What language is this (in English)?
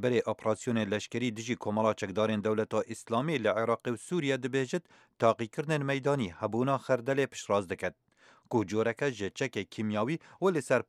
Central Kurdish